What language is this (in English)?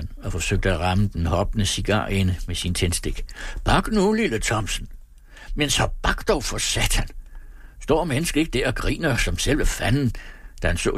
Danish